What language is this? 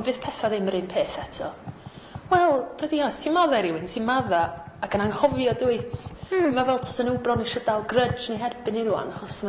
Welsh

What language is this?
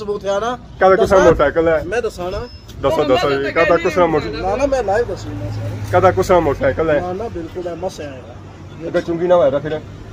Pahari-Potwari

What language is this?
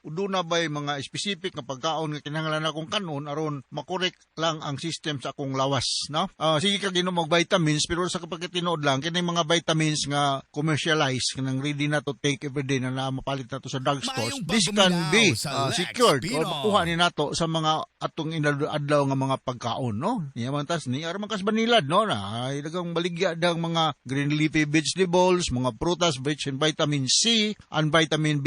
Cebuano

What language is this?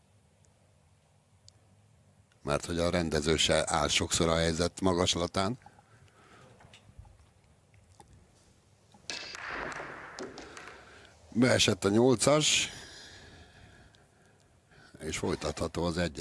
Hungarian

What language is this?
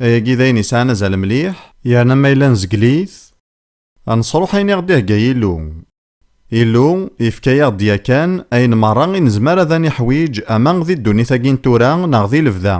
Kabyle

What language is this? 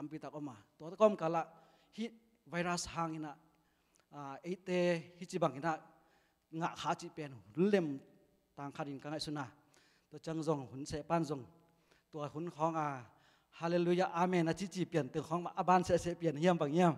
Tedim Chin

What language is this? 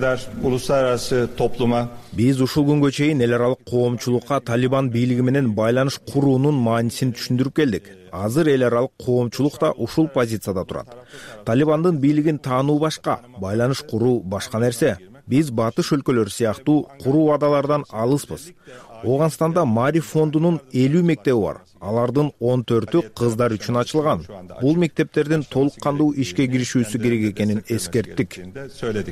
Kyrgyz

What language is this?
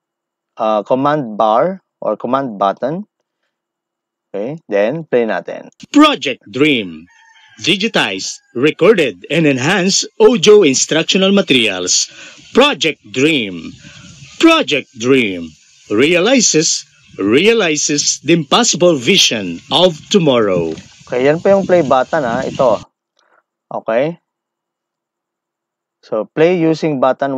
Filipino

